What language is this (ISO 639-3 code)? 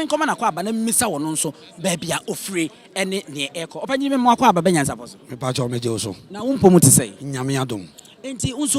aka